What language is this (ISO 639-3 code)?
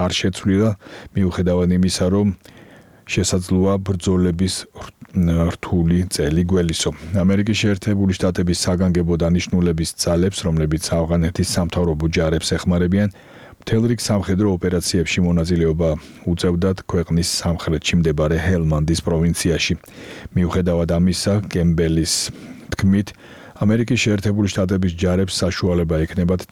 kat